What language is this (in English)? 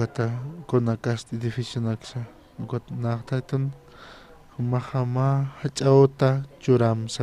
Aymara